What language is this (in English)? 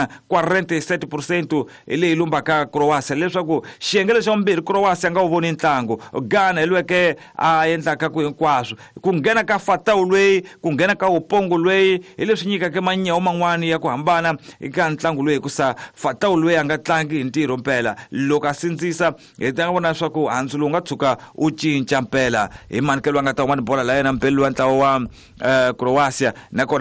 Tsonga